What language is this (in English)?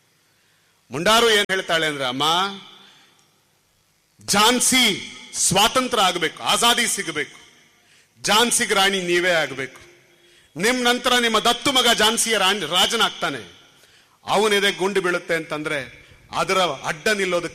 Kannada